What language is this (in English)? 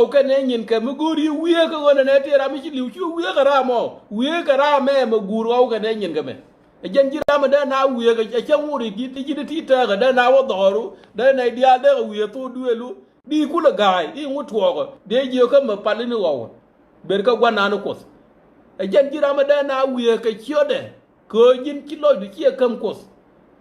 Nuer